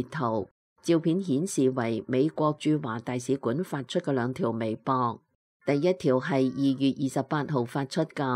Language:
Cantonese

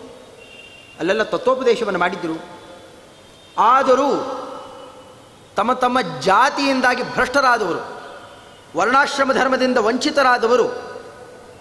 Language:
Kannada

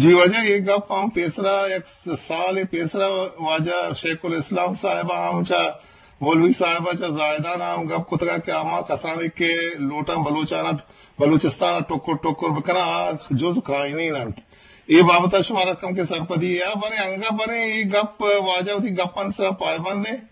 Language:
Eastern Balochi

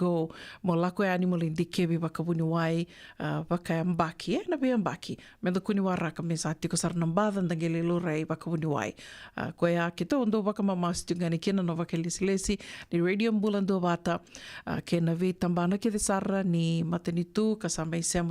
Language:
Fijian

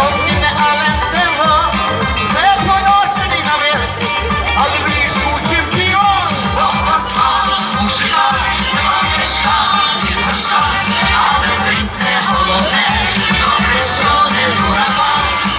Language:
Ukrainian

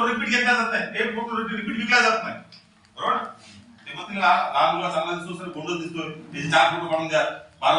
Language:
Marathi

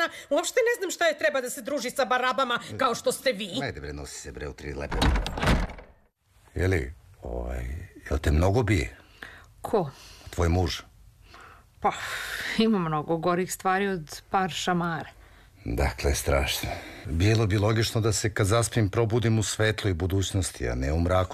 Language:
Serbian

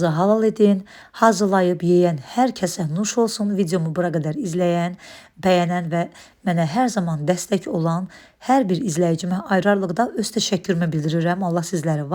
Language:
Azerbaijani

